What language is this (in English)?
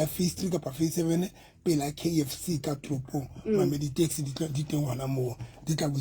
Southern Sotho